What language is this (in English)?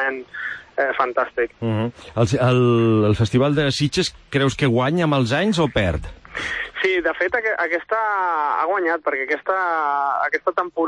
Catalan